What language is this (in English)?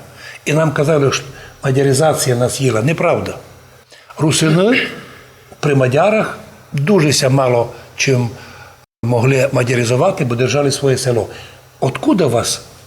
Rusyn